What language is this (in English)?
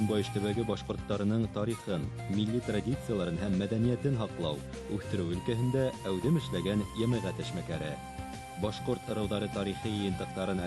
Bashkir